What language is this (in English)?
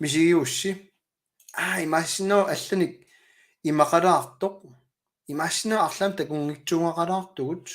Kalaallisut